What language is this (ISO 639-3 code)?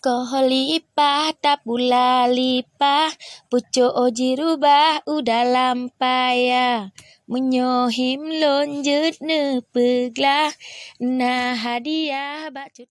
ace